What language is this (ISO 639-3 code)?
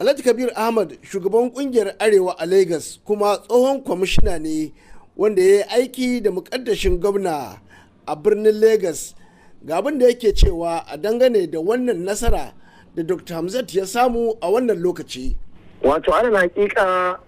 hau